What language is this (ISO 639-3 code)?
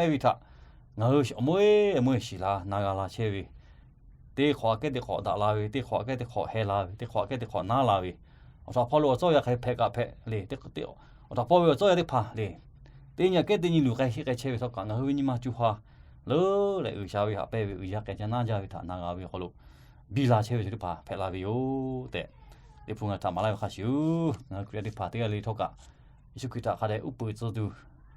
lhu